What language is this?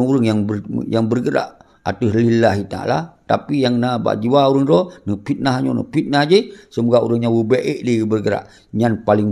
Achinese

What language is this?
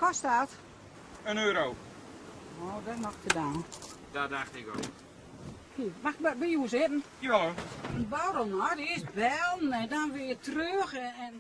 Gronings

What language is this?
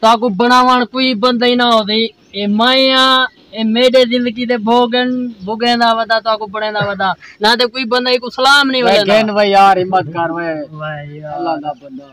Saraiki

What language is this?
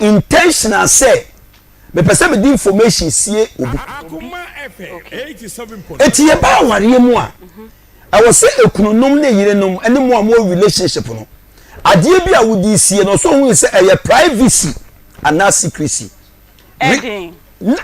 Akan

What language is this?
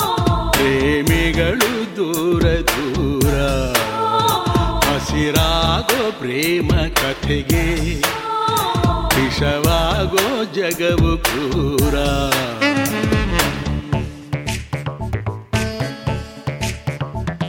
Kannada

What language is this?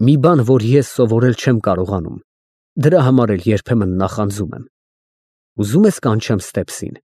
Armenian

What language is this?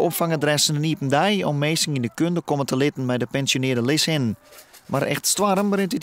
Western Frisian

